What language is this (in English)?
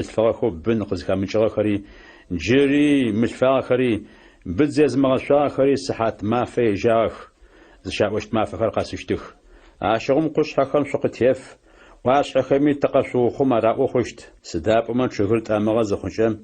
Adyghe